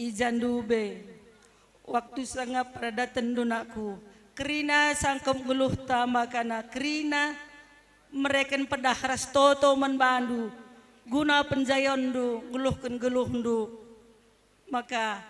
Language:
Batak Karo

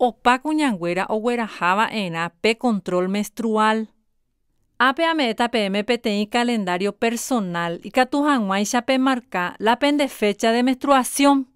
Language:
Guarani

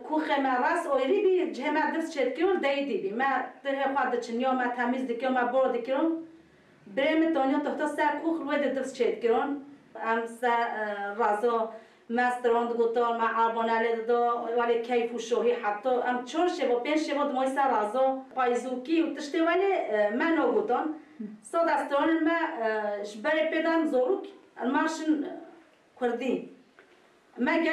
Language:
Kurdish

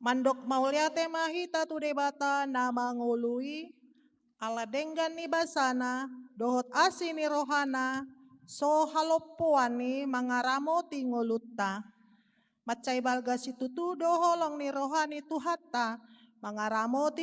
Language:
Batak Toba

